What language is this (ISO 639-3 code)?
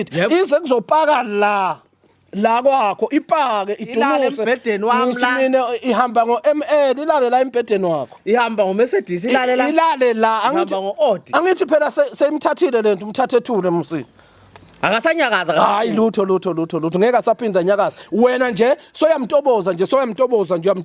zul